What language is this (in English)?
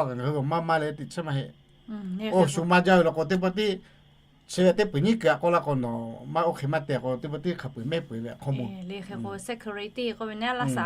Lahu